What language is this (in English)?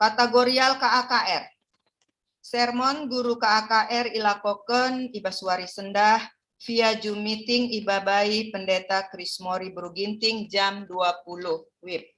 Batak Karo